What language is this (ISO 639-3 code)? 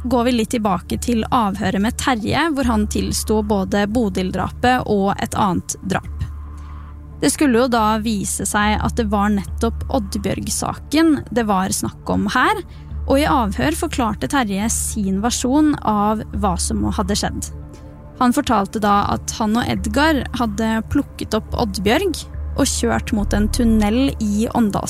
nor